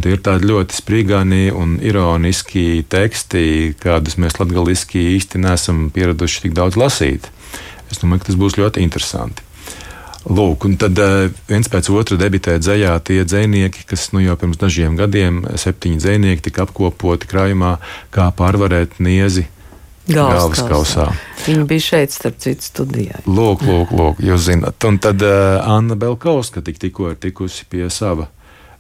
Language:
Latvian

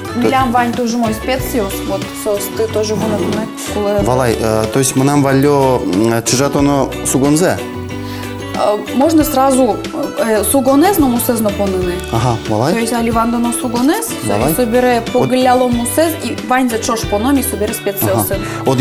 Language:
Udmurt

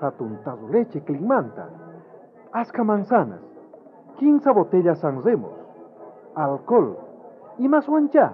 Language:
South Bolivian Quechua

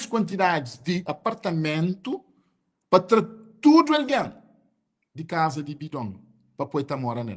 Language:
Kabuverdianu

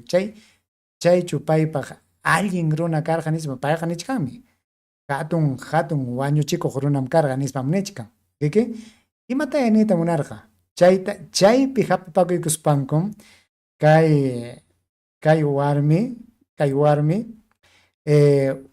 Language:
Ayacucho Quechua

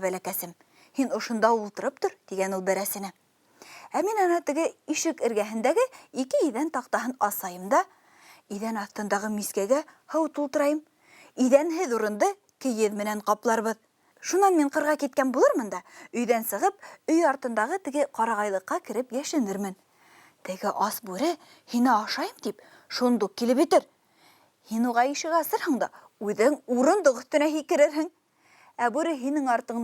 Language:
Bashkir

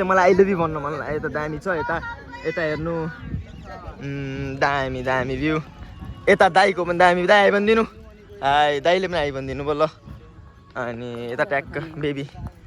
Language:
Nepali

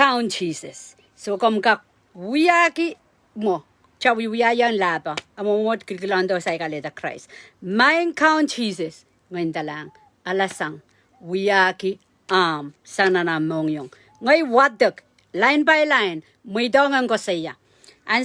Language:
Pohnpeian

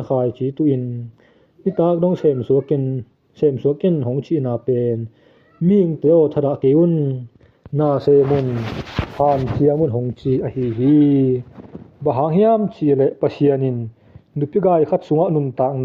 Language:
Tedim Chin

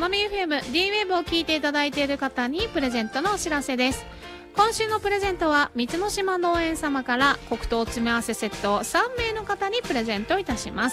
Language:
Japanese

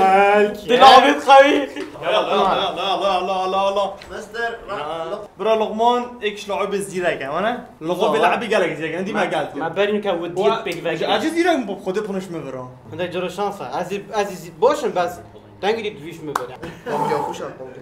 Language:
Kurdish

